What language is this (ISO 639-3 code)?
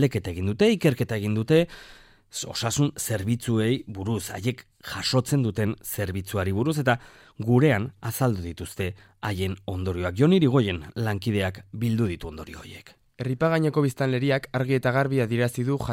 eus